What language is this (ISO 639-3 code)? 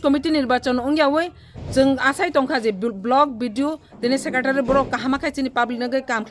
trp